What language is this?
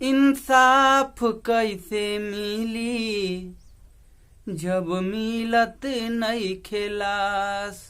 Bhojpuri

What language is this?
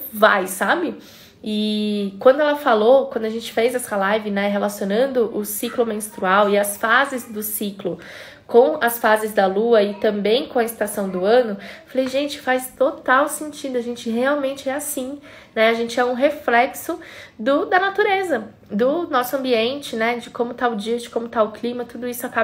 Portuguese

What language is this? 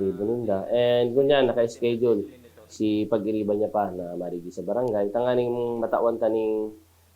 Bikol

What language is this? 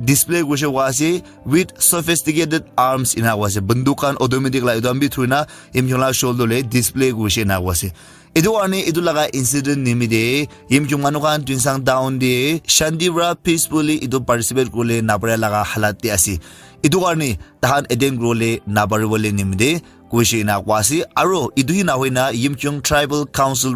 Naga Pidgin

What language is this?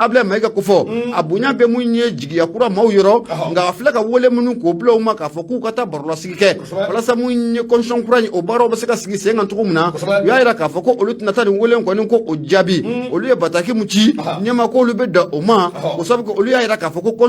Bambara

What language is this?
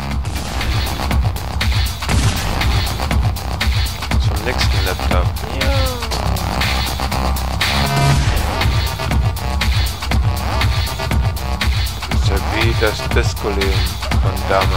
German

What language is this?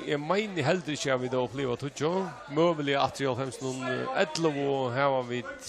Faroese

